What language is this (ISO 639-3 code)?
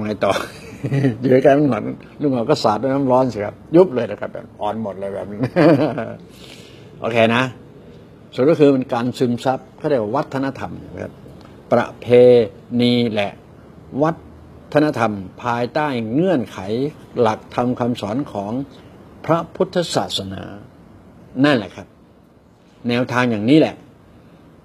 tha